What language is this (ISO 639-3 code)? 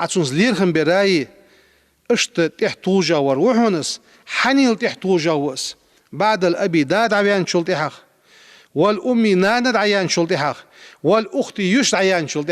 inh